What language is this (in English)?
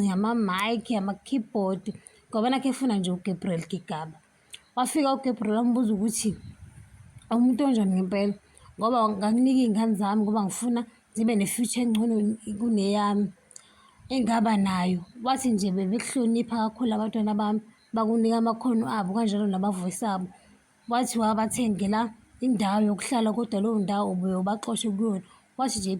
Zulu